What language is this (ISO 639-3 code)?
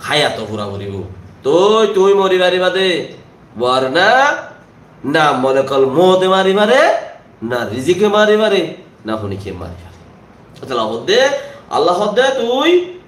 rhg